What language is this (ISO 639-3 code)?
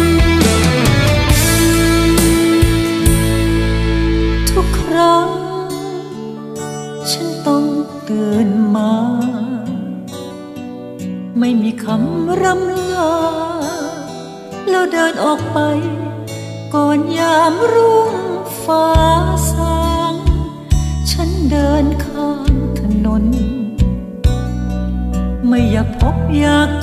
tha